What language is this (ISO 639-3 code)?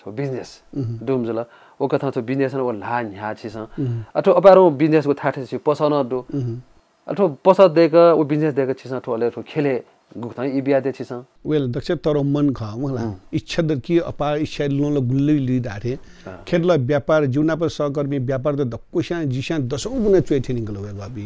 new